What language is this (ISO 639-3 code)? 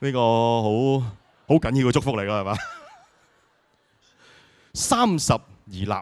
yue